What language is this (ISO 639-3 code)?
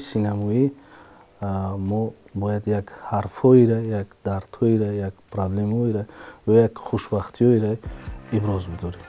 tgk